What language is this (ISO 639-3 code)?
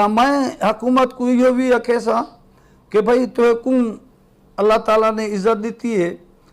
skr